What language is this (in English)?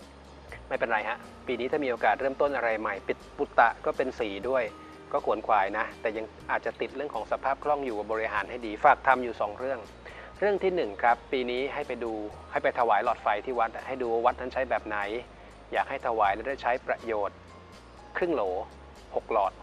Thai